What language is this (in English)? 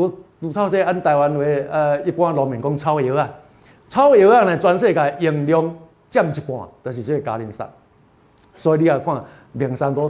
Min Nan Chinese